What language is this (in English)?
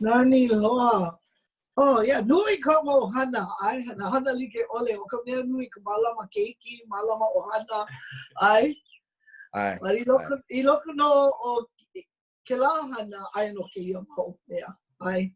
Hawaiian